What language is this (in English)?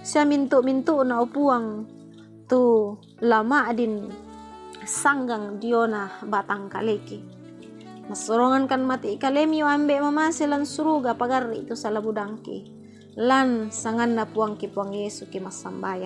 Toraja-Sa'dan